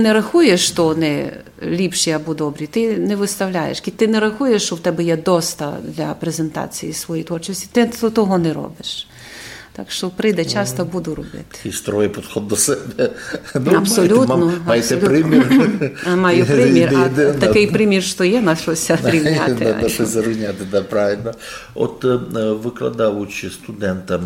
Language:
Rusyn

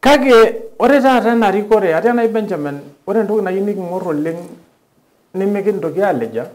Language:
Masai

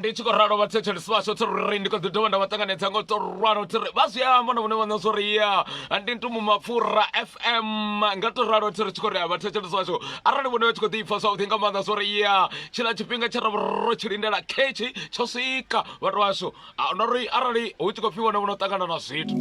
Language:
Venda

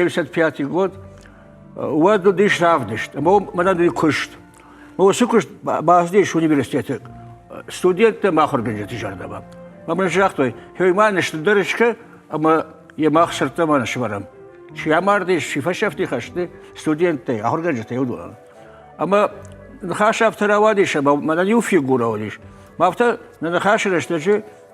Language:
Ossetic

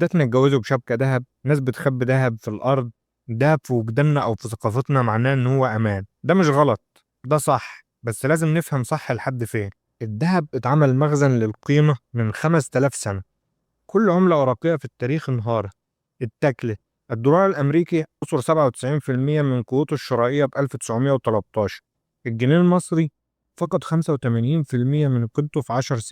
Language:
Egyptian Arabic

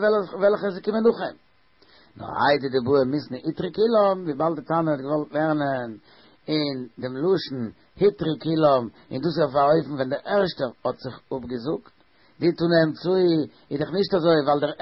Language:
Yiddish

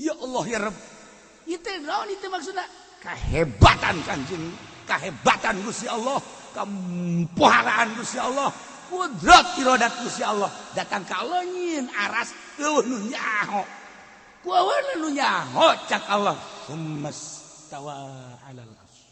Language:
Sundanese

